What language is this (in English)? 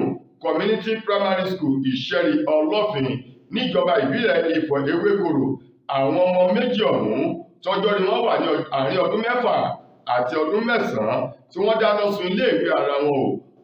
Yoruba